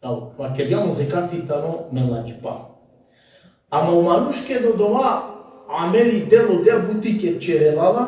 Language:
Balkan Romani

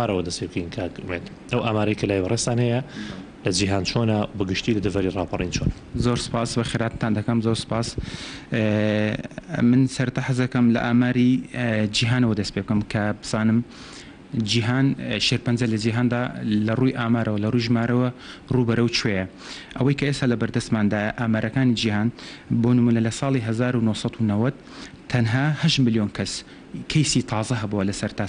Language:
Central Kurdish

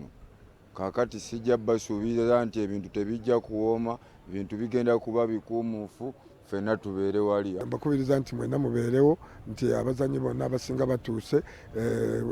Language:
Ganda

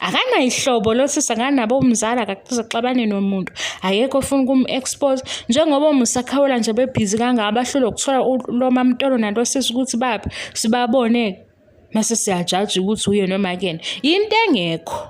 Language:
Zulu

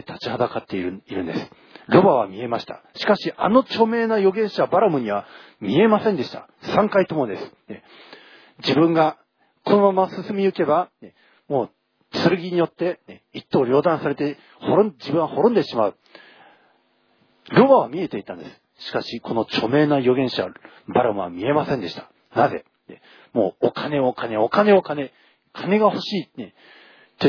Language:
Japanese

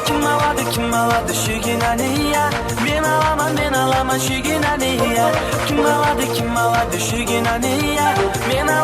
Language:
Kara-Kalpak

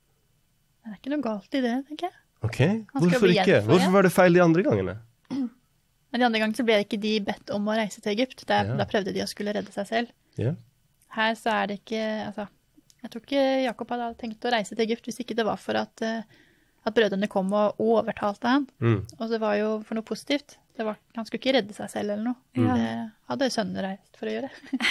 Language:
Norwegian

